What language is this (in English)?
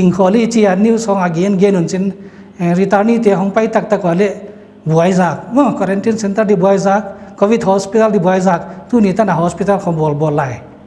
Paite Chin